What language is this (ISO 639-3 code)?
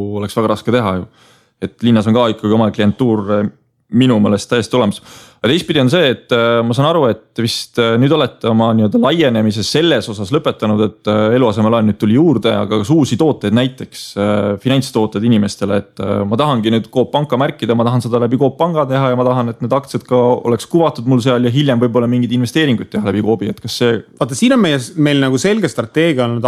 est